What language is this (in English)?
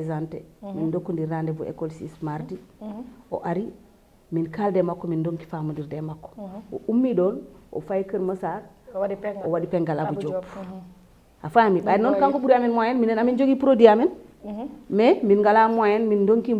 Fula